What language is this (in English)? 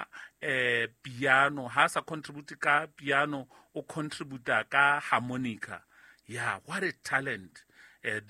Southern Sotho